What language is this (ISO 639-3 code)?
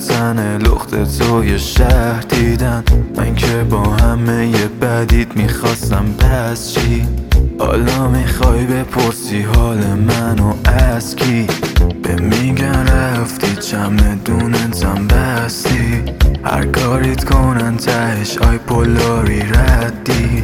fas